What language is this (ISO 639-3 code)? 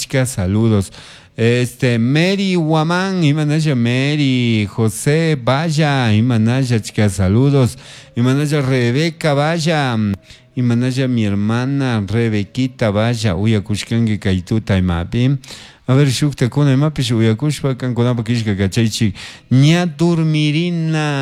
qug